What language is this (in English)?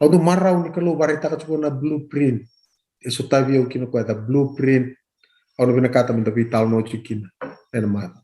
Fijian